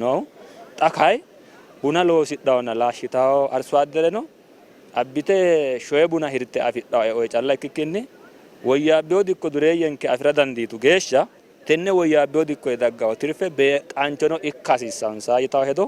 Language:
Sidamo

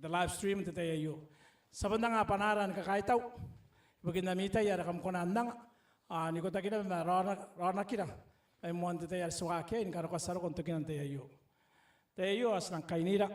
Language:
Gilbertese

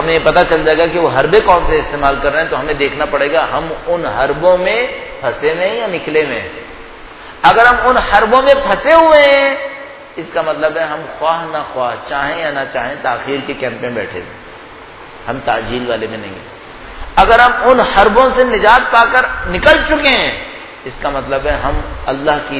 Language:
Urdu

